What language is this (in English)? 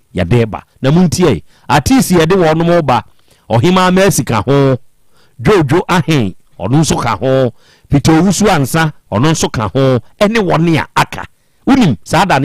Akan